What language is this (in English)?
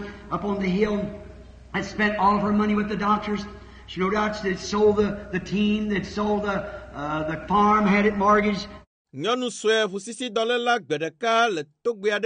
Ewe